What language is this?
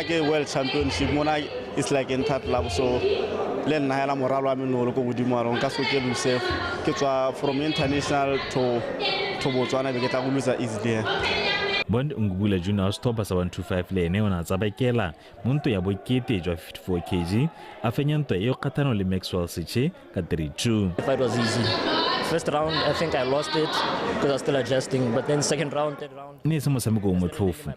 Tswana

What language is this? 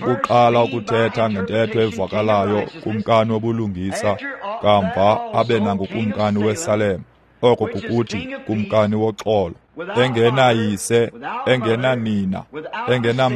Xhosa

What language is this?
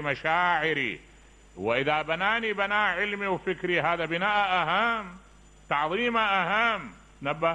Mesopotamian Arabic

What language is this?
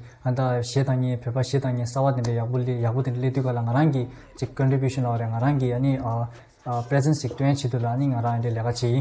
Tibetan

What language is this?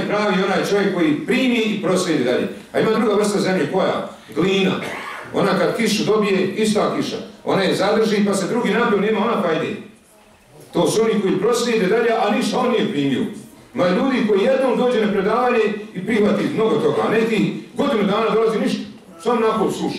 Bosnian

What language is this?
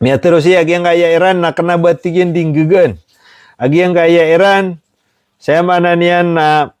Maranao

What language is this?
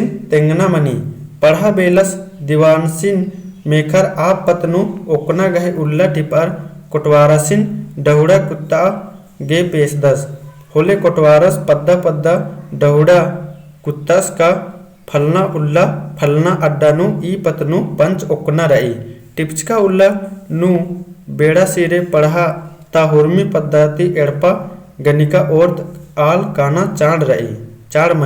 Kurukh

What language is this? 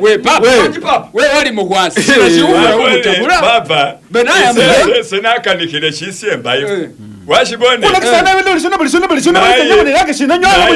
Masaaba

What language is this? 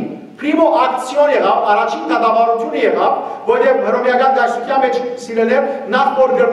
Western Armenian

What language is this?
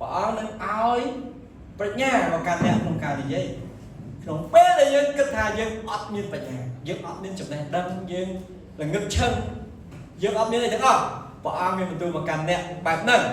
Khmer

